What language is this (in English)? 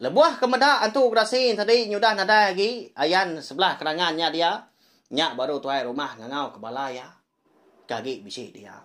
Iban